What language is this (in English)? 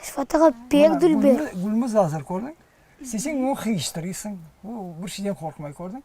Crimean Tatar